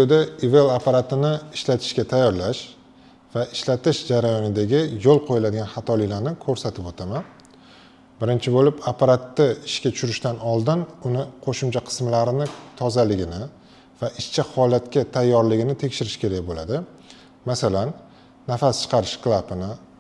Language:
Uzbek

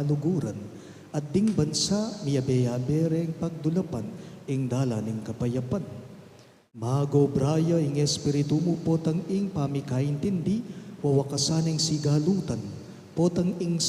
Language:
Pampanga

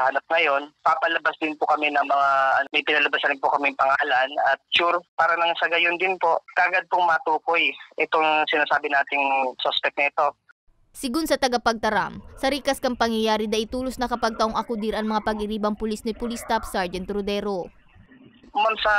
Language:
Bikol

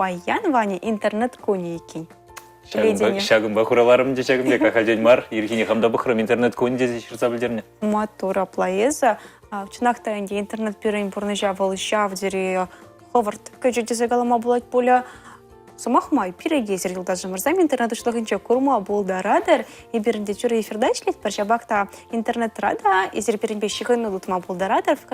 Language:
Chuvash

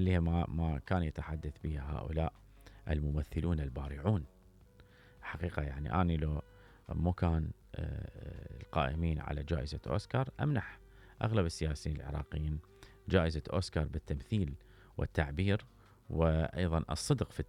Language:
Mesopotamian Arabic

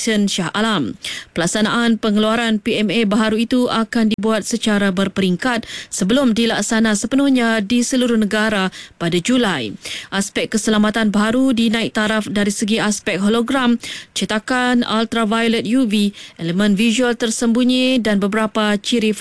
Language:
Malay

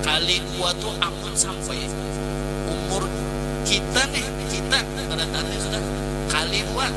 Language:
Banjar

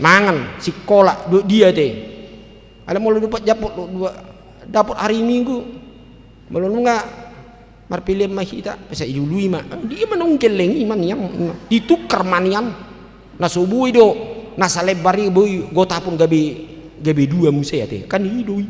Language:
Batak Toba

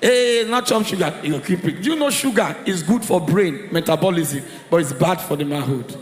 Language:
Nigerian Pidgin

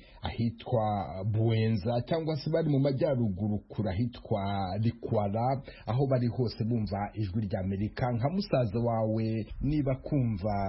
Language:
Kinyarwanda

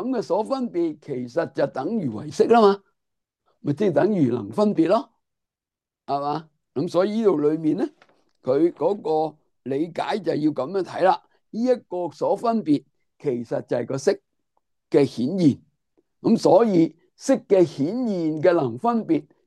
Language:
Cantonese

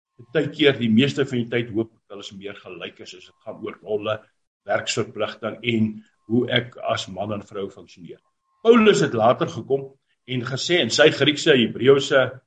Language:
Afrikaans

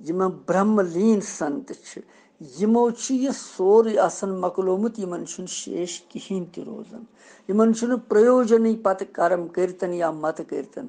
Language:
Kashmiri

